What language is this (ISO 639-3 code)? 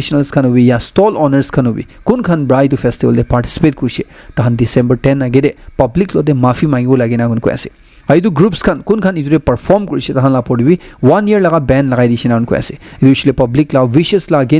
nag